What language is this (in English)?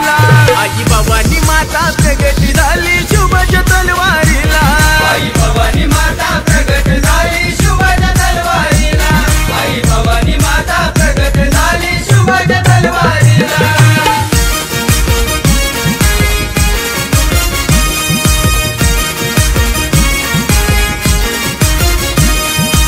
Marathi